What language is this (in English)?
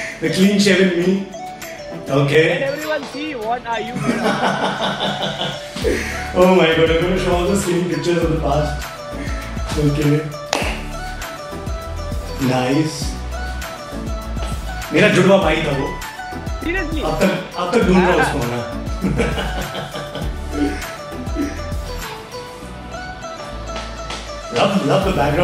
English